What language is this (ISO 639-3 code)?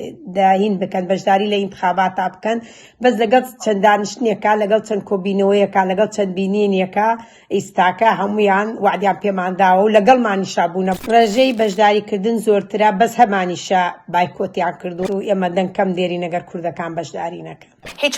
ckb